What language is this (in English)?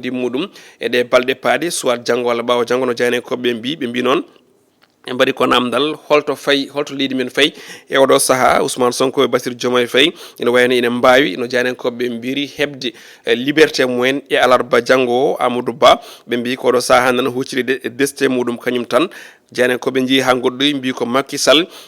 Fula